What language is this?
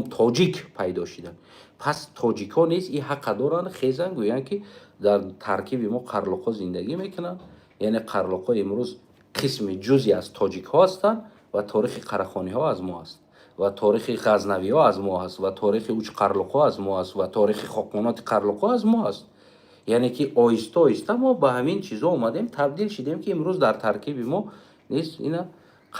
Tajik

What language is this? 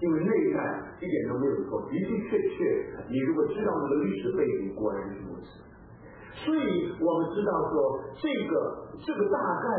Chinese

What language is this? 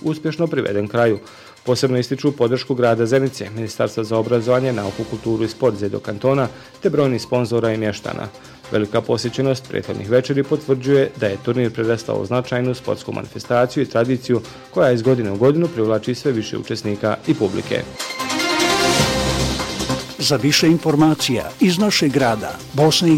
Bosnian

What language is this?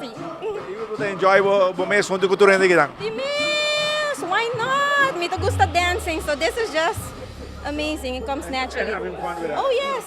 Papiamento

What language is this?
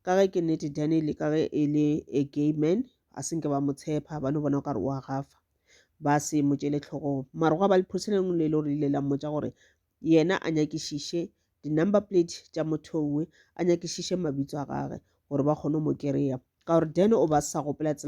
Northern Sotho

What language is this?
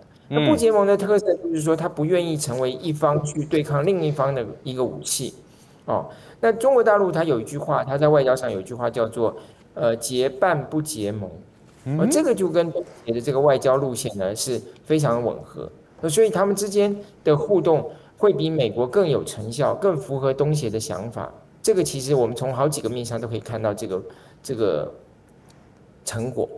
Chinese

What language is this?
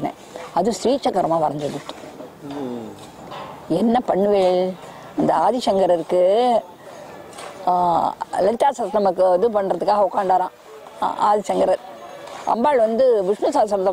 Tamil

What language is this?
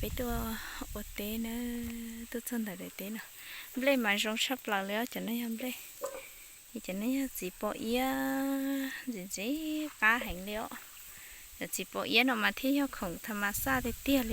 Hmong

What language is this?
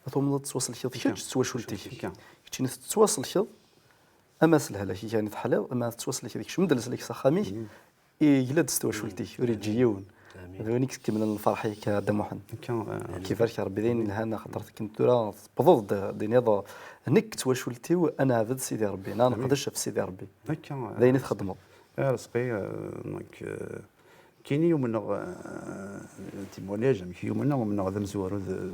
Kabyle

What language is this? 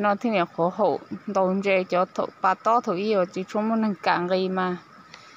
Hmong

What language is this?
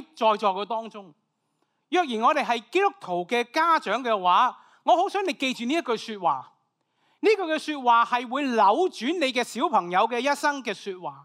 Cantonese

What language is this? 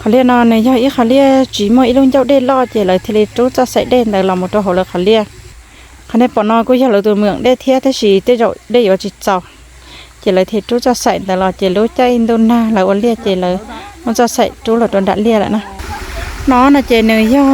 Hmong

